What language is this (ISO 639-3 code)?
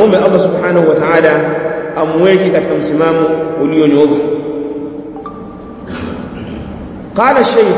swa